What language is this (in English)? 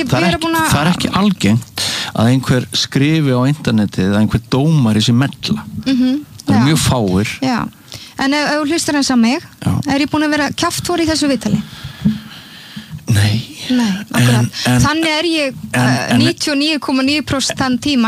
Icelandic